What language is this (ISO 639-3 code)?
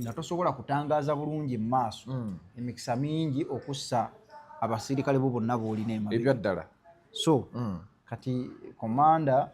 lug